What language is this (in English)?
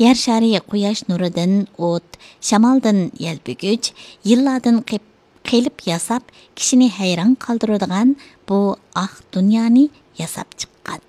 Uyghur